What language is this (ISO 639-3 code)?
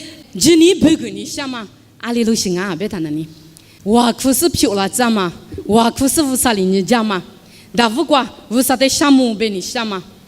lis